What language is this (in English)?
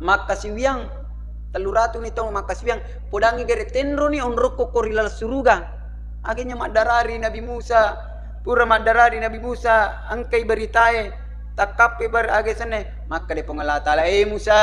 Buginese